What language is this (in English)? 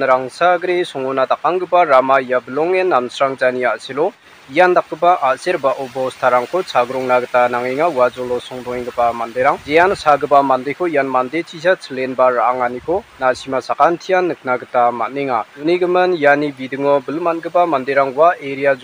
Garo